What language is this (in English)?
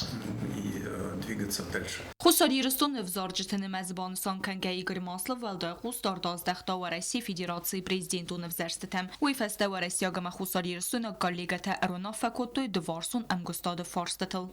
Ossetic